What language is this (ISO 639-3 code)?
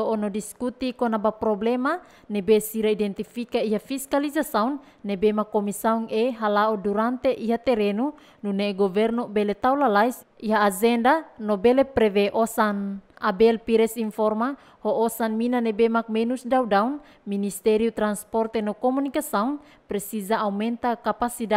tet